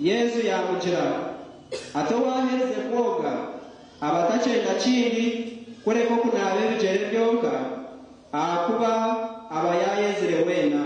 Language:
Nyankole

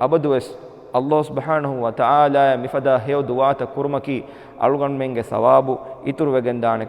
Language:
Divehi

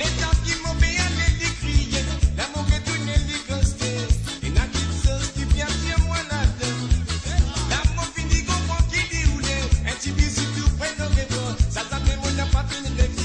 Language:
Morisyen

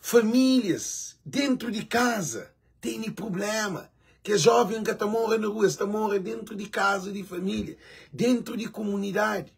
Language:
Kabuverdianu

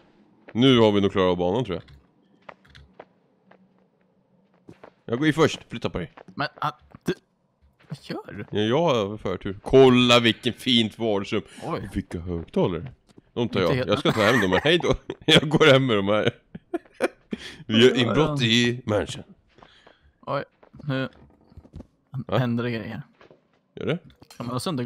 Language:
Swedish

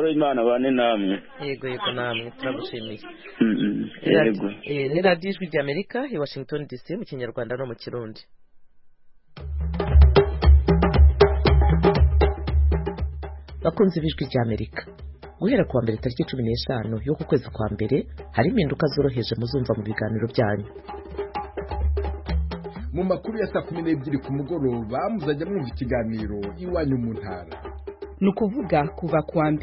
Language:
Kinyarwanda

